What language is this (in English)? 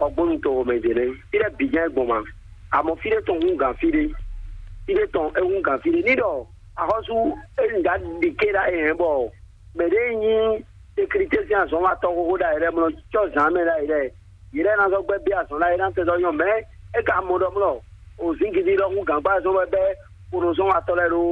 Fon